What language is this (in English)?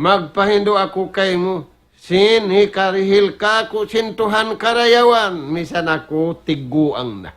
Tausug